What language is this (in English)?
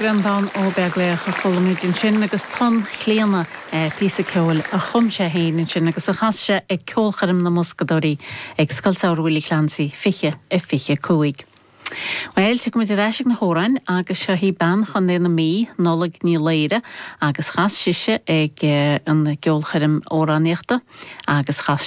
Irish